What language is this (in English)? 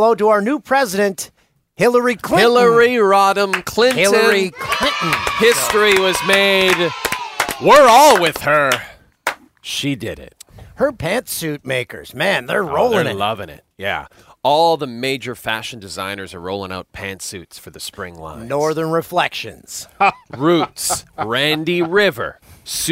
English